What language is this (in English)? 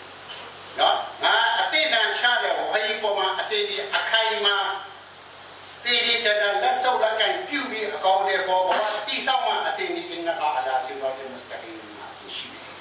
Burmese